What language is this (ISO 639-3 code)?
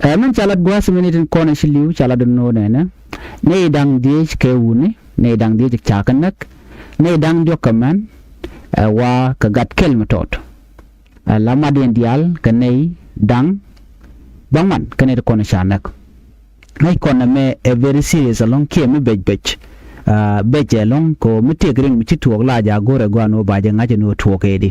nus